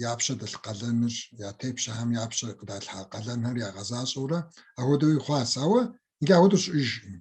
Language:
Kabardian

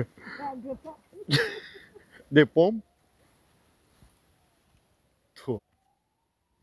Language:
Romanian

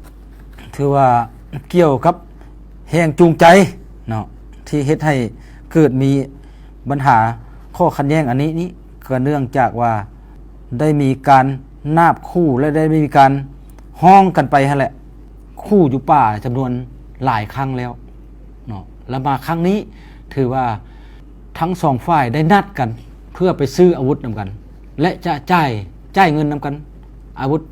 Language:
Lao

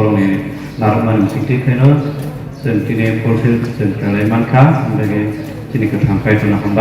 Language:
Kok Borok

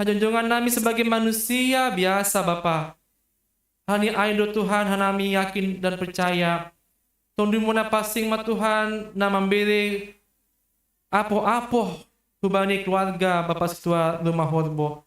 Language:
Batak Simalungun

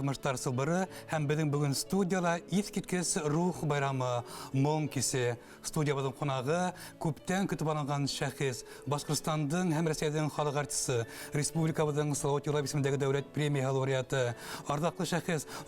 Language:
Bashkir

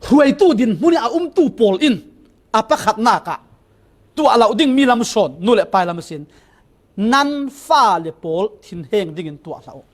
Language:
Falam Chin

